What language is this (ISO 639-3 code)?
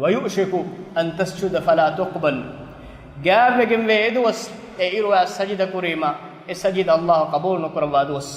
div